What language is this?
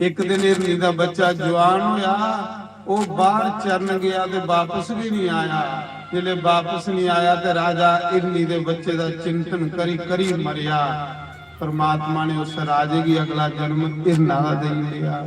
Dogri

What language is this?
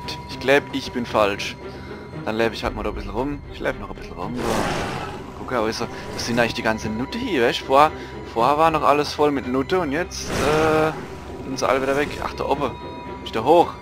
Palatine German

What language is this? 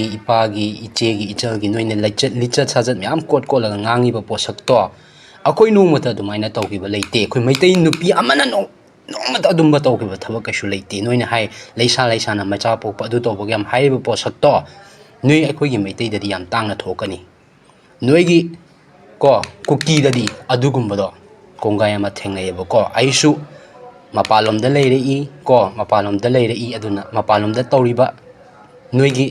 Manipuri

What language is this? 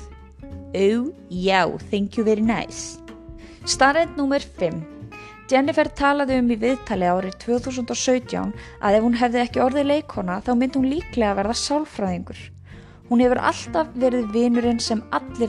Icelandic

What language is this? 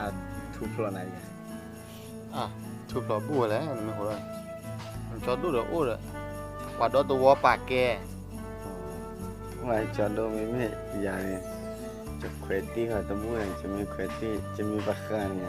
S'gaw Karen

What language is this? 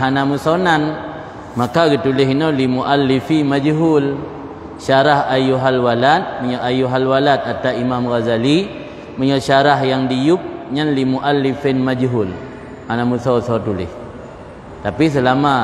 Achinese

